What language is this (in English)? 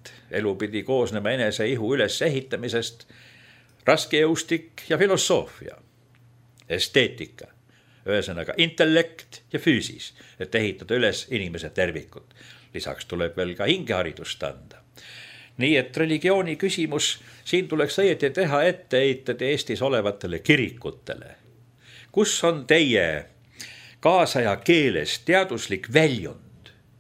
Estonian